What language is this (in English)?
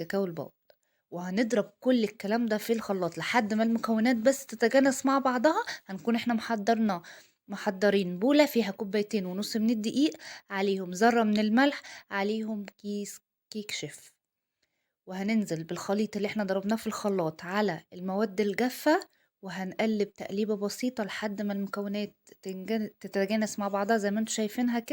Egyptian Arabic